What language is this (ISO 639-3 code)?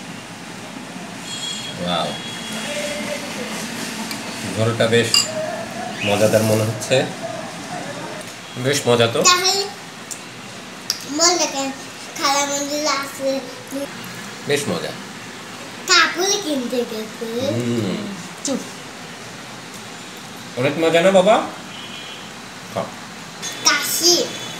ben